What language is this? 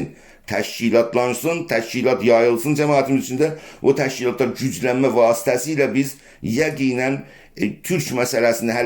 South Azerbaijani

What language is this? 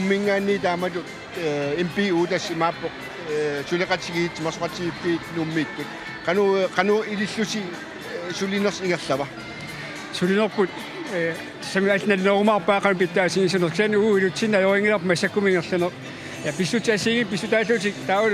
Kalaallisut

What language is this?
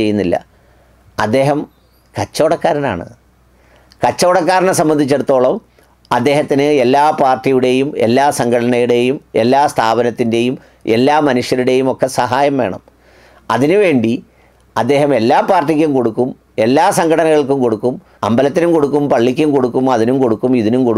Malayalam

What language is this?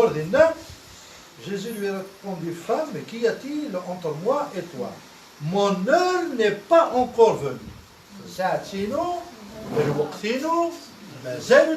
Kabyle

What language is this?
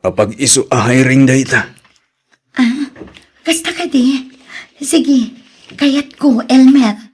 Iloko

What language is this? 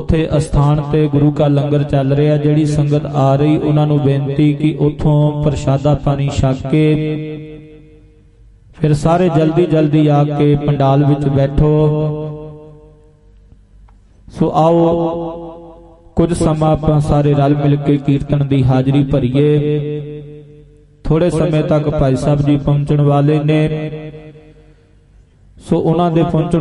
Punjabi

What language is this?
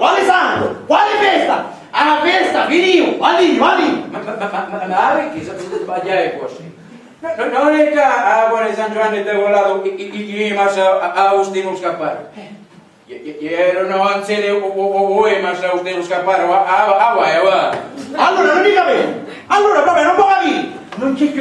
Sicilian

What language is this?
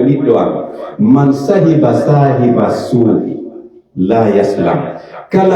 Pular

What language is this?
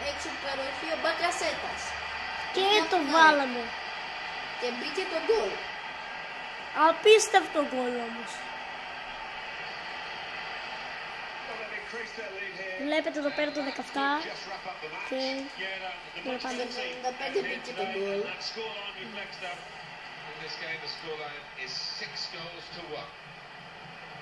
Greek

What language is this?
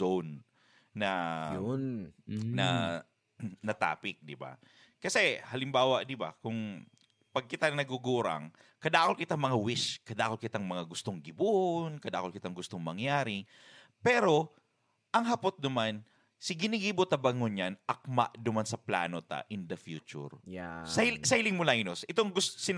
Bikol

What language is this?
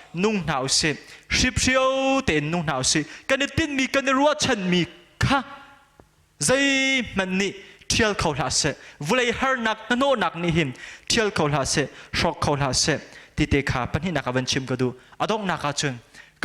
Hakha Chin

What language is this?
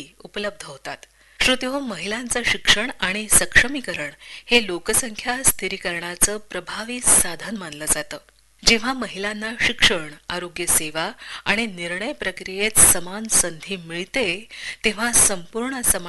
Marathi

